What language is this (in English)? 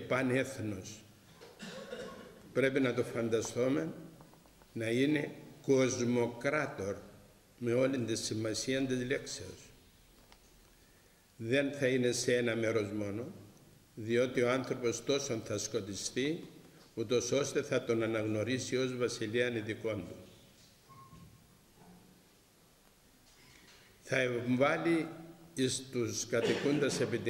Greek